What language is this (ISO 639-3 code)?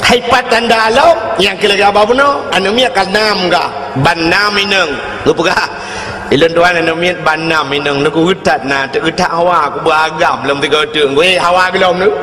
ace